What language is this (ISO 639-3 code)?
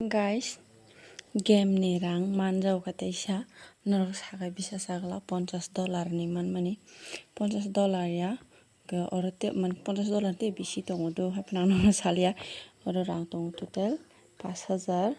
trp